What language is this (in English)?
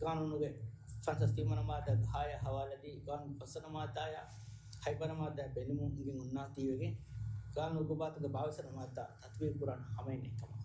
Divehi